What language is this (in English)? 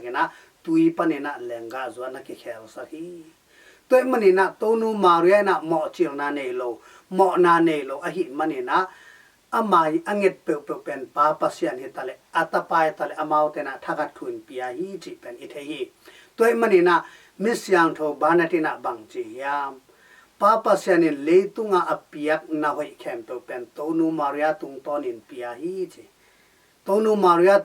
Tedim Chin